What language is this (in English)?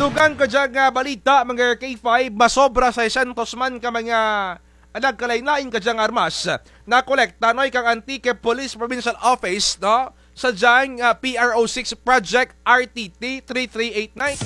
Kinaray-a